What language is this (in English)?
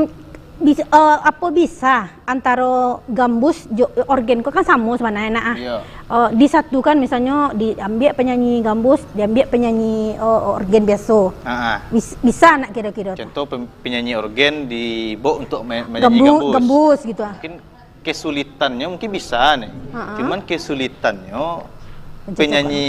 Minangkabau